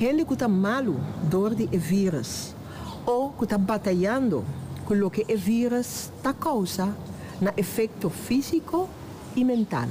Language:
Papiamento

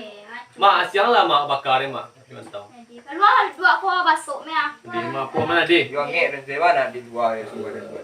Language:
Minangkabau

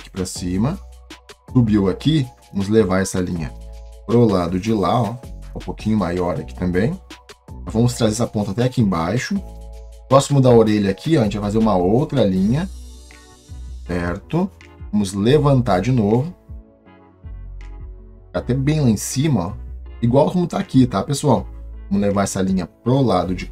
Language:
Portuguese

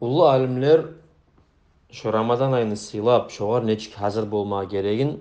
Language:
Kumyk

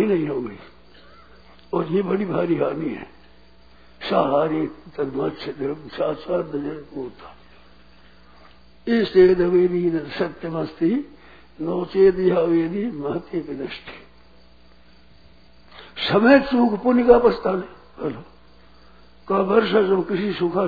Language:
Hindi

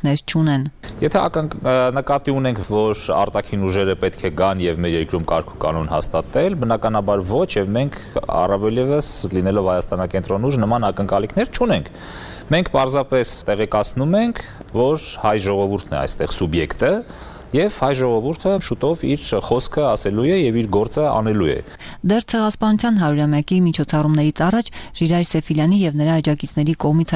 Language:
Armenian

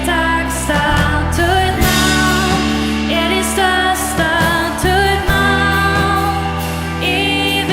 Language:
Faroese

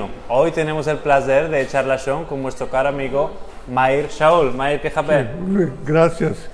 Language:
Ladino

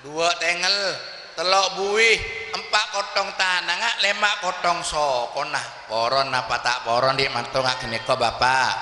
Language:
Madurese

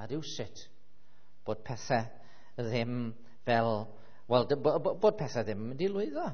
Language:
Welsh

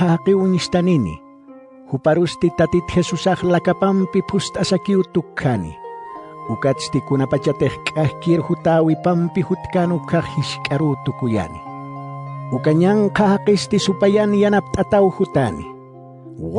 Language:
Aymara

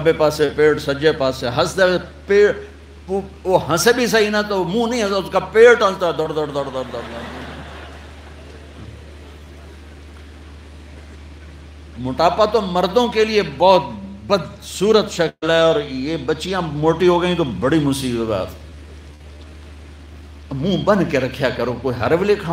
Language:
Urdu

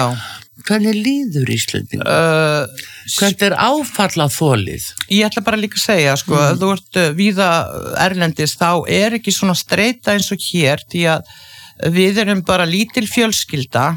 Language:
Icelandic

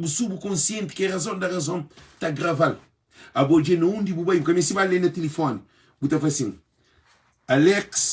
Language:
Kabuverdianu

